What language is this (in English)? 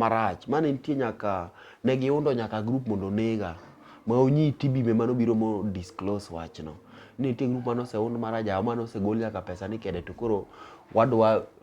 Luo (Kenya and Tanzania)